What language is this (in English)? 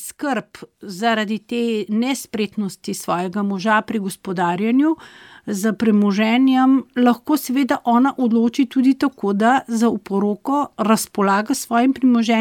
Slovenian